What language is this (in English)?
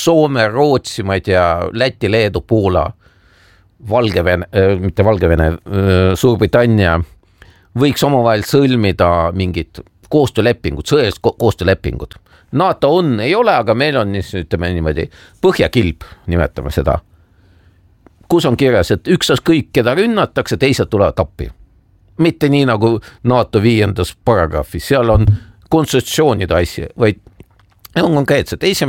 Estonian